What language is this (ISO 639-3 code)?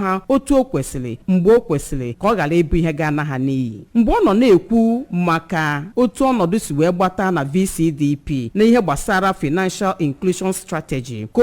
ibo